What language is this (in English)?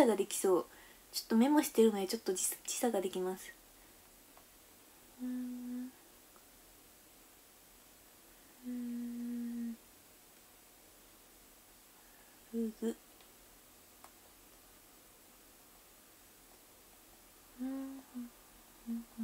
Japanese